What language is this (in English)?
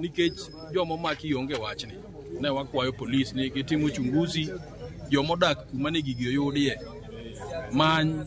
Luo (Kenya and Tanzania)